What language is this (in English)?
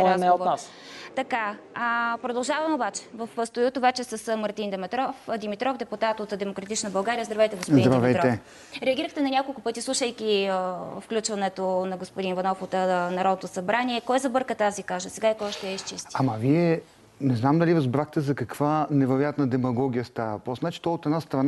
Bulgarian